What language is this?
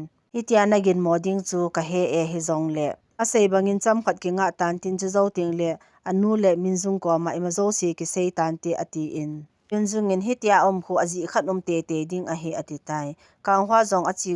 Thado Chin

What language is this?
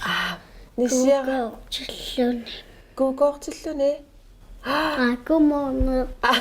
Kalaallisut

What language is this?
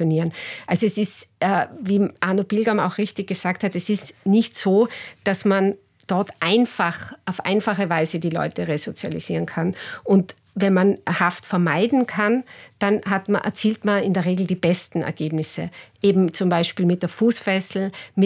German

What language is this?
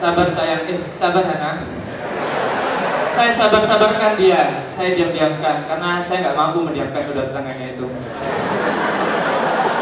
Indonesian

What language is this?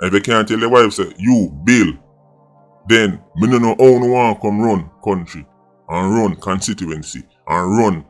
Jamaican Creole English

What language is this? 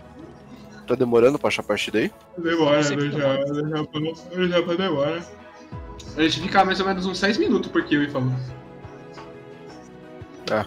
Portuguese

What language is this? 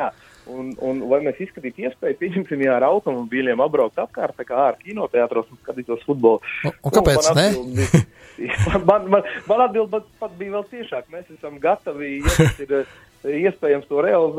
Latvian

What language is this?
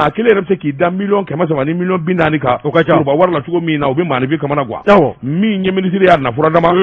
Bambara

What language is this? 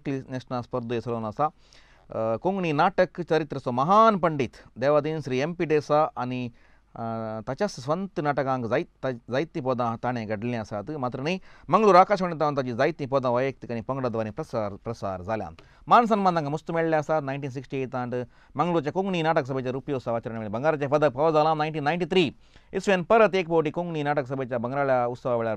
Konkani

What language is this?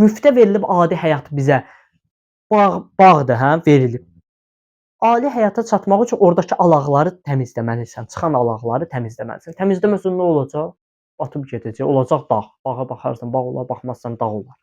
Azerbaijani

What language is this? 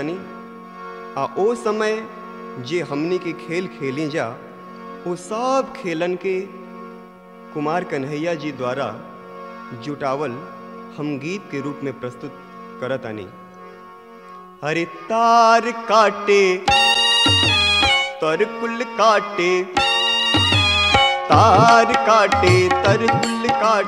Bhojpuri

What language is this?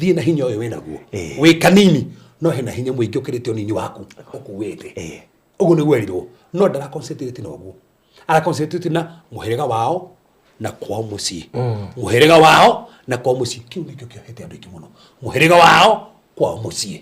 Kikuyu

